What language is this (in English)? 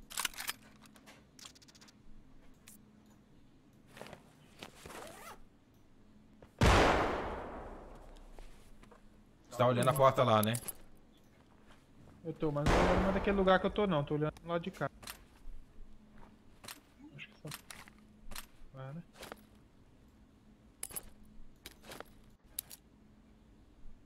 Portuguese